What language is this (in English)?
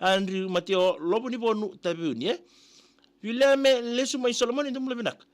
Fijian